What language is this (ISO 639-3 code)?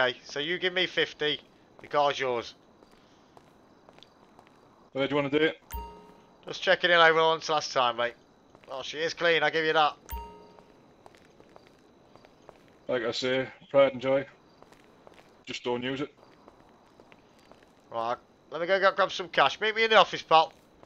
eng